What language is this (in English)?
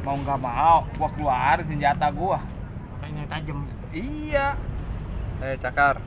Betawi